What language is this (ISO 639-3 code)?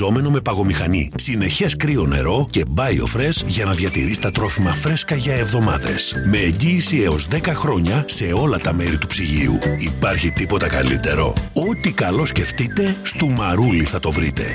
ell